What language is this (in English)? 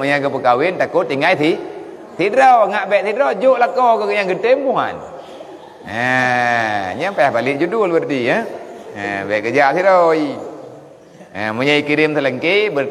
Achinese